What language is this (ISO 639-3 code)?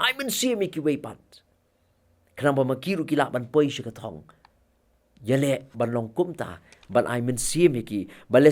kha